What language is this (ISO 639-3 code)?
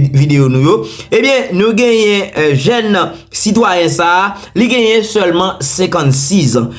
hat